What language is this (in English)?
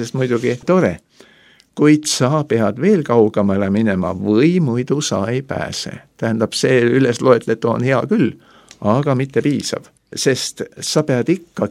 Estonian